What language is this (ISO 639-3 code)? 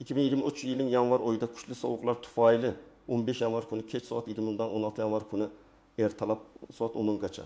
uzb